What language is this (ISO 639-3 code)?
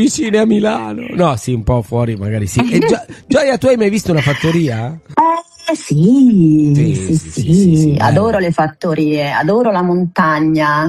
ita